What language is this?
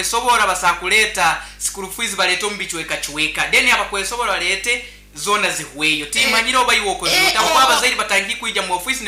Nyoro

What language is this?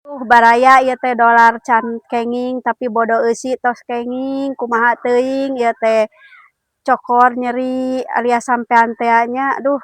Sundanese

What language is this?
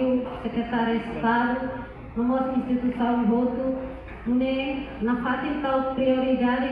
Tetum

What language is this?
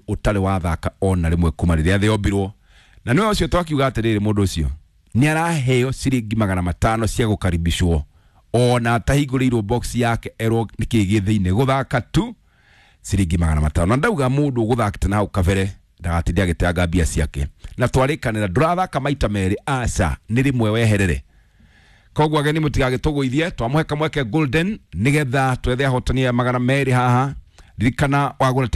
Kikuyu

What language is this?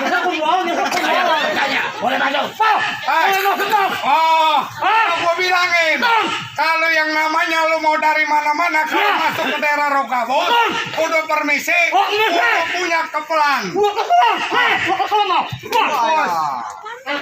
Betawi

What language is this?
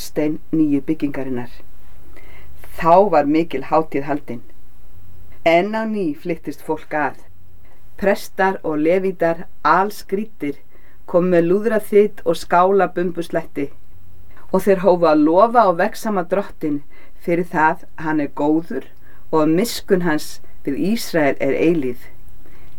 Icelandic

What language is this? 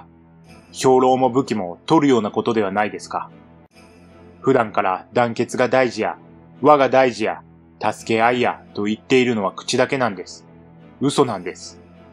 Japanese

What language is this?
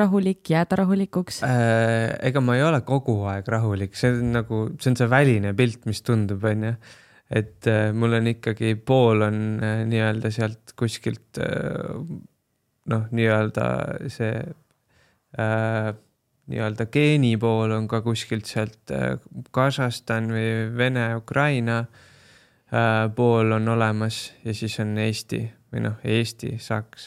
Estonian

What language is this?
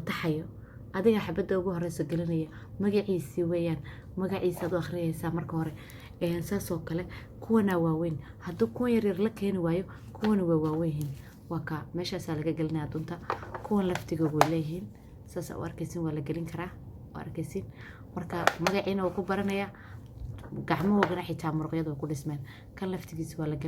Somali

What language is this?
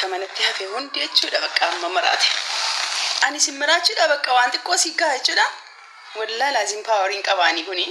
Oromo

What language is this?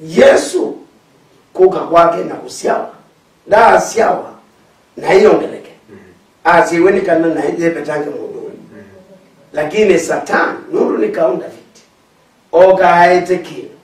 Kamba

